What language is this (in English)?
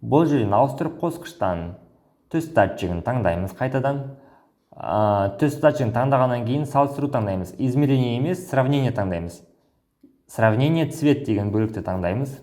Kazakh